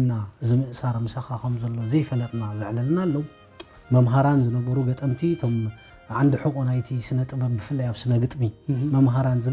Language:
Tigrinya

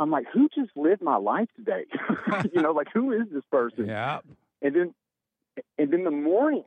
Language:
English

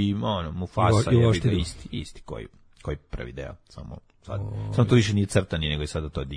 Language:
Serbian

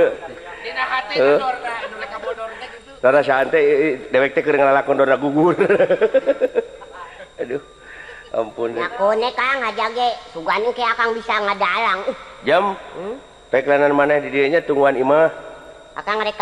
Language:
Sundanese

